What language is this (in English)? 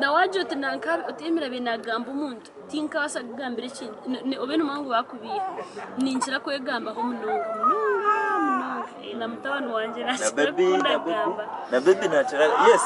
Nyankole